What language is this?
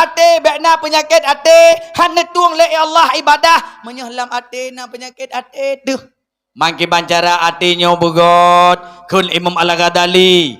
Achinese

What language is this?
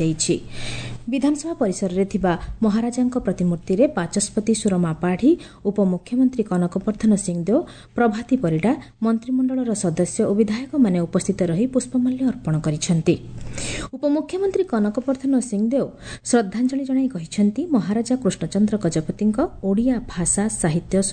Odia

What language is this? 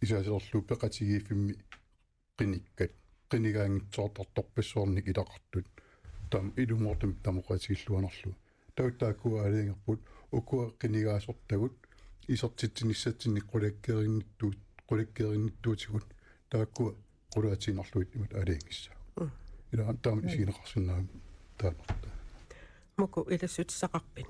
Kalaallisut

